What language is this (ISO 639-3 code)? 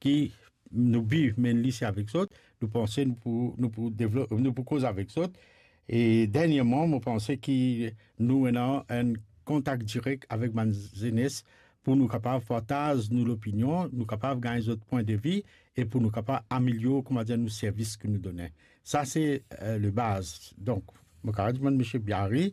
mfe